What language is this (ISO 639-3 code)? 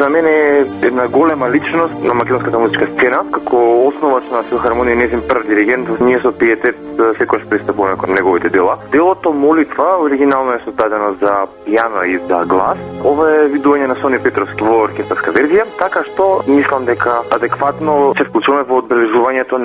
mkd